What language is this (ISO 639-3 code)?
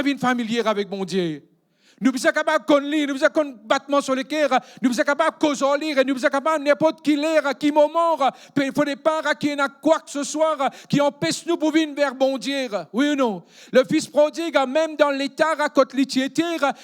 mfe